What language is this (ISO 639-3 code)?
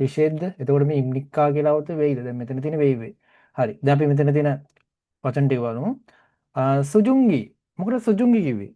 sin